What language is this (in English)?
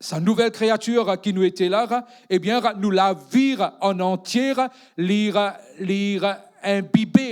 Morisyen